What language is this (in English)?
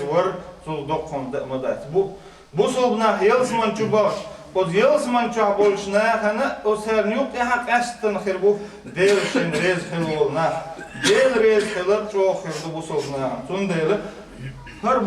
Chechen